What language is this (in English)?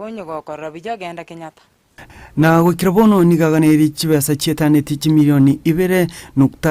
Gusii